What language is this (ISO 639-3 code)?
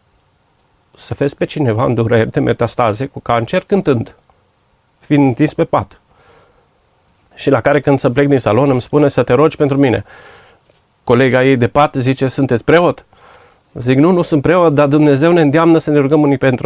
ron